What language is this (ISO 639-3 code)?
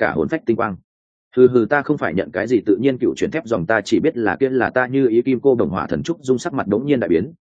vie